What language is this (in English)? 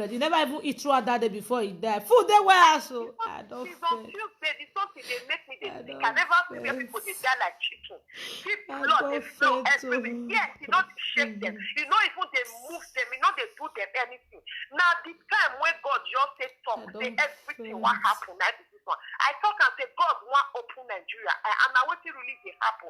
Nigerian Pidgin